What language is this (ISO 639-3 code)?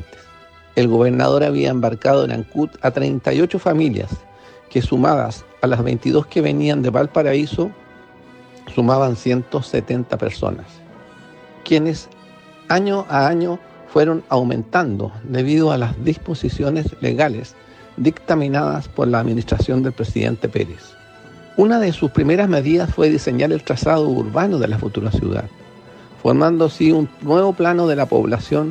spa